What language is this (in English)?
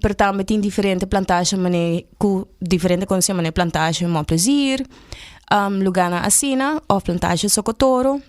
Papiamento